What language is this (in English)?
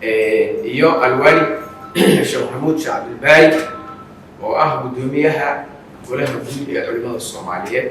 Somali